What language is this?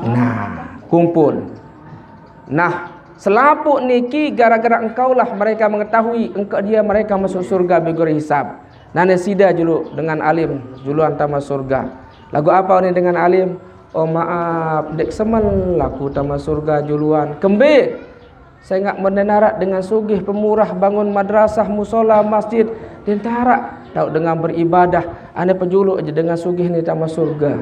Sasak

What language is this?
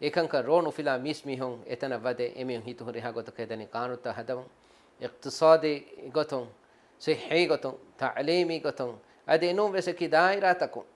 Divehi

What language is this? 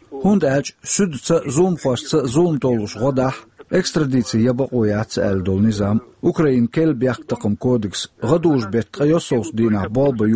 Chechen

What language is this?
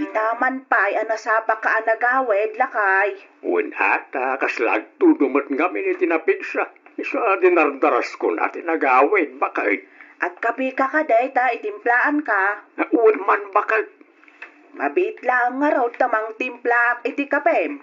Iloko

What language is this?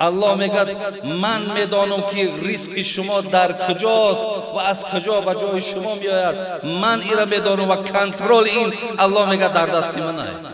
Tajik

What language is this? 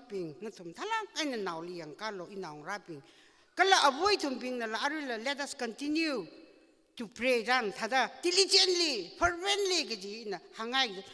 Tangkhul Naga (India)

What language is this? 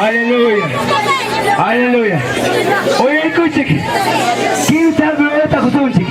Ayacucho Quechua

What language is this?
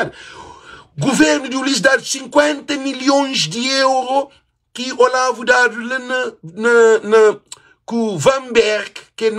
Kabuverdianu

